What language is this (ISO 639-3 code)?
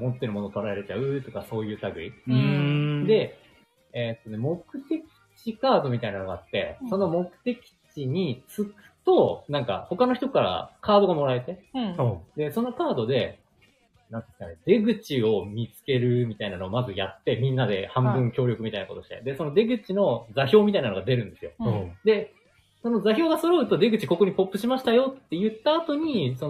jpn